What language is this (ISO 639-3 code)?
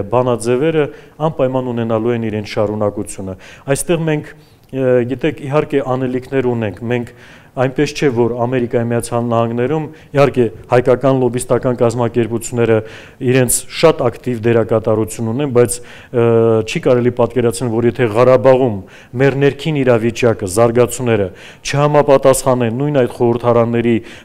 hye